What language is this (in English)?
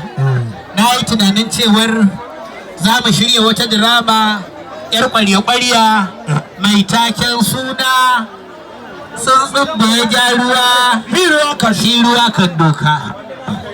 Hausa